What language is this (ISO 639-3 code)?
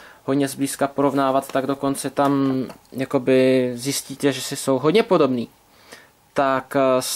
ces